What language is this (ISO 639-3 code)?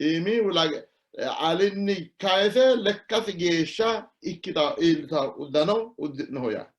sid